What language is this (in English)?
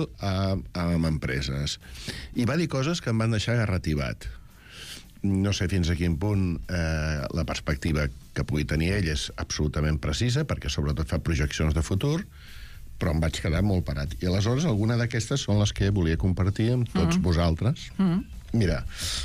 Catalan